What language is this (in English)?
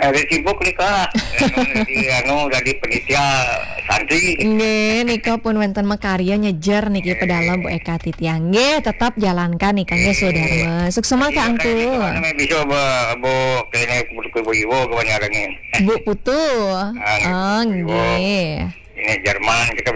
Balinese